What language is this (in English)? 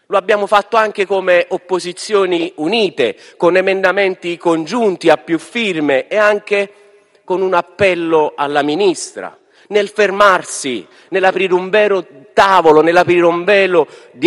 Italian